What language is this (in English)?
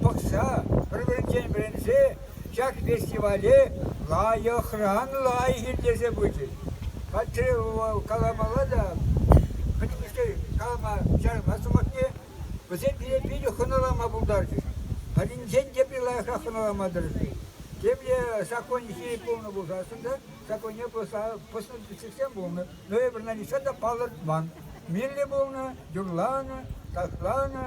Chuvash